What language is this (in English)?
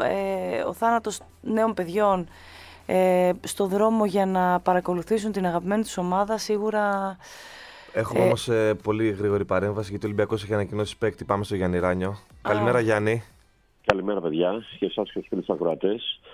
Greek